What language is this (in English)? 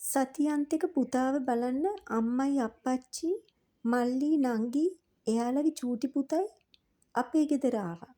Sinhala